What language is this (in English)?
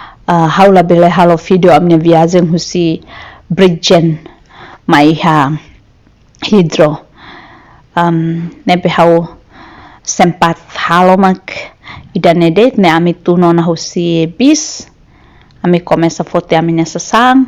Tetum